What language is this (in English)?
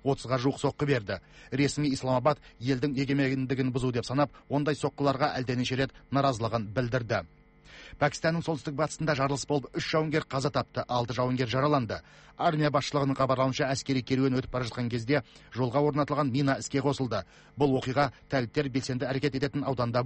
Kazakh